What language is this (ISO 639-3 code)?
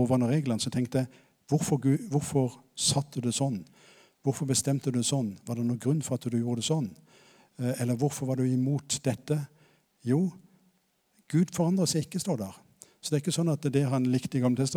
nor